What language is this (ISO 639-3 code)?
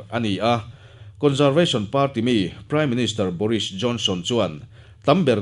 lus